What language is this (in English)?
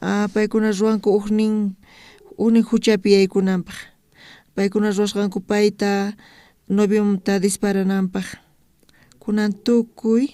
South Bolivian Quechua